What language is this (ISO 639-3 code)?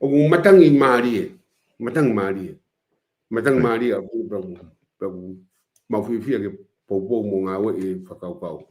ton